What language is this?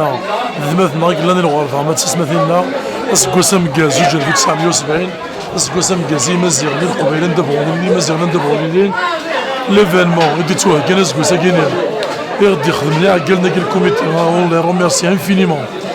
Kabyle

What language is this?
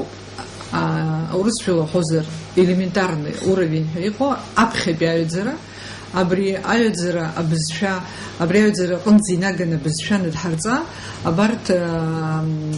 Abkhazian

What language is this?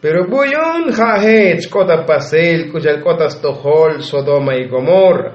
Tzotzil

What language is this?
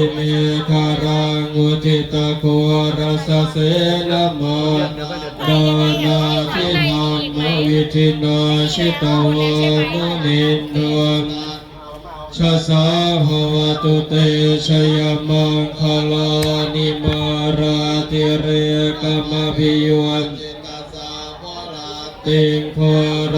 Pali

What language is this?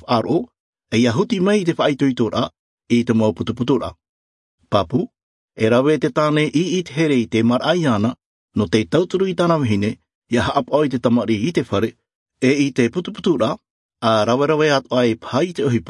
Albanian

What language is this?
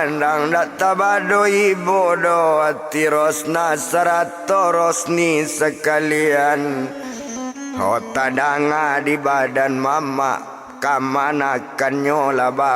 Minangkabau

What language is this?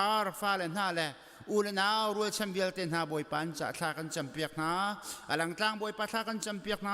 Hakha Chin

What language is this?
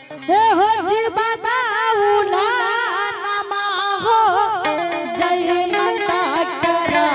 Angika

